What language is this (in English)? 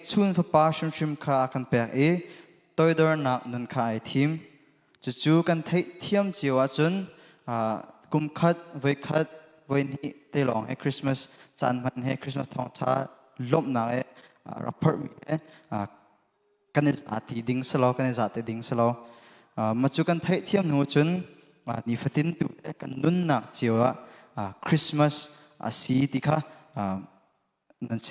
Hakha Chin